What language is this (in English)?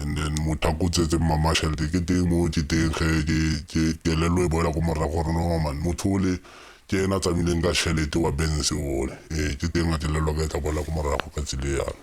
Tswana